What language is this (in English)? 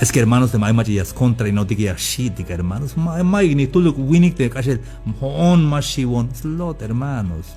Tzeltal